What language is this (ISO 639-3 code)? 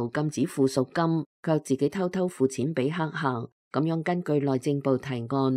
yue